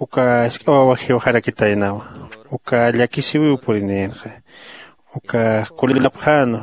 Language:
Aymara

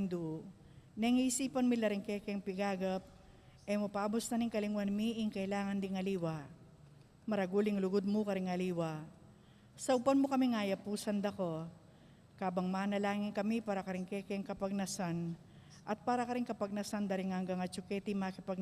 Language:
Pampanga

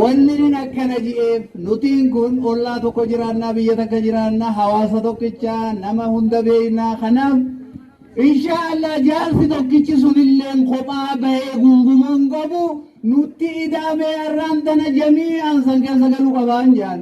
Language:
Oromo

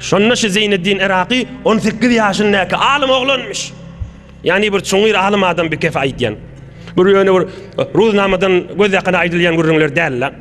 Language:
Turkmen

